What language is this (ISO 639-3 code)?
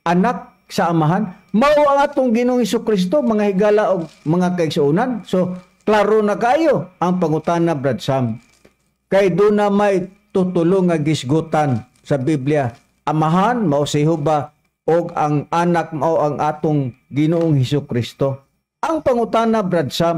ceb